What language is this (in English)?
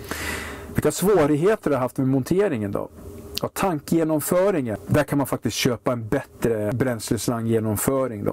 Swedish